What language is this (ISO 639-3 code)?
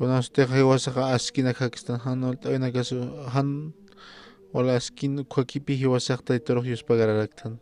aym